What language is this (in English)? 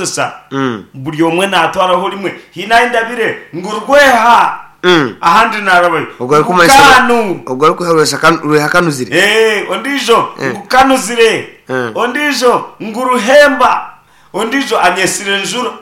Nyankole